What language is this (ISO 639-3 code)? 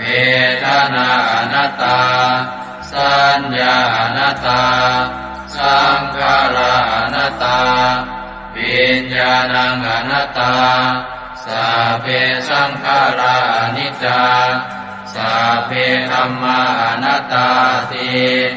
pli